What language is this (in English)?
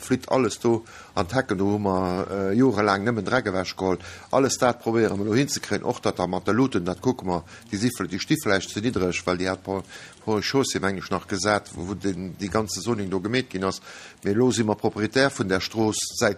Luxembourgish